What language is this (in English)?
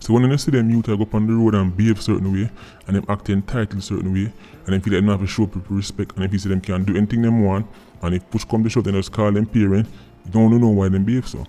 Jamaican Creole English